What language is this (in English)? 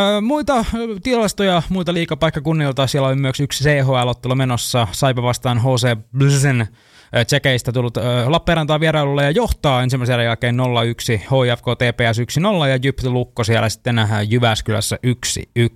Finnish